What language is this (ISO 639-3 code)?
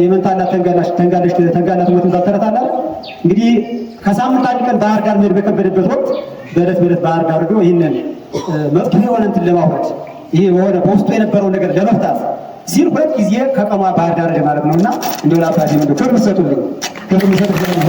amh